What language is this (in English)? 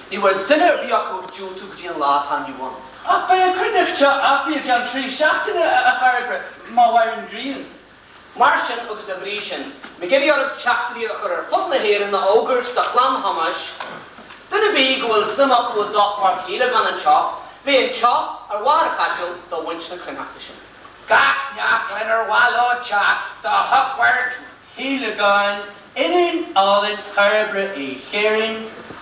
Irish